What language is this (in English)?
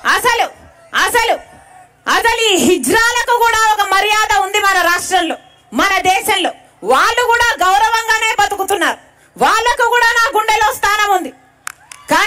Telugu